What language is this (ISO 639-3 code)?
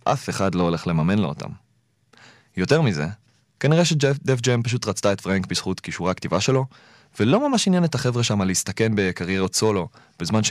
heb